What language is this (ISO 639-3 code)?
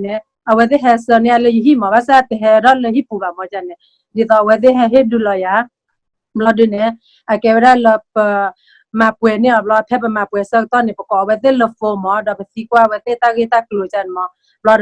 ksw